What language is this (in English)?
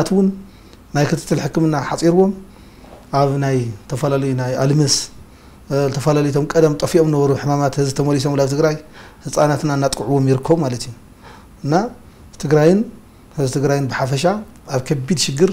Tigrinya